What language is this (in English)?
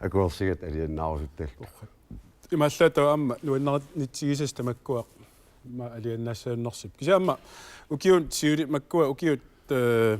Kalaallisut